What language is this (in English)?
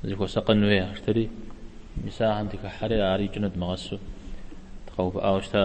Kabardian